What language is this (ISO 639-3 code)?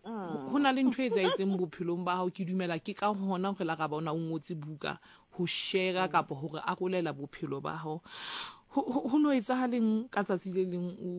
sot